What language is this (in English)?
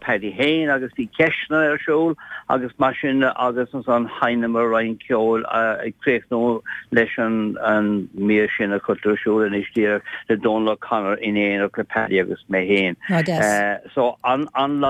Irish